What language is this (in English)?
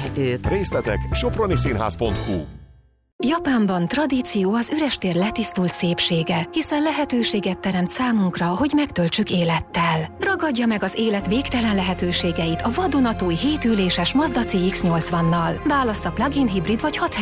Hungarian